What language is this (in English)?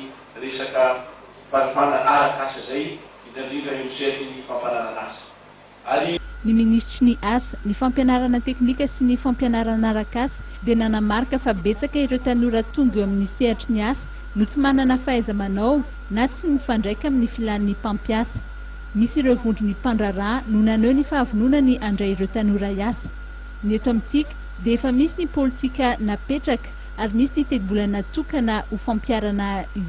Malagasy